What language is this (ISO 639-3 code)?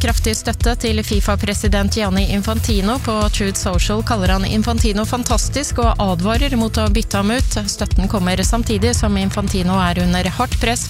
nor